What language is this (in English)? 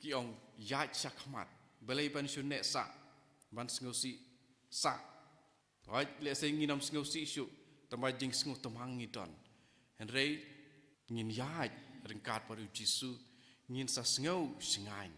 Khasi